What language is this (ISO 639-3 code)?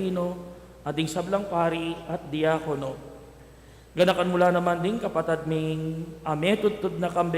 pam